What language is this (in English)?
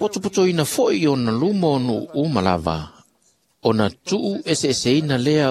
Samoan